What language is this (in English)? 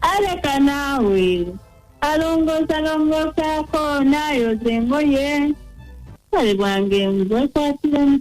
Ganda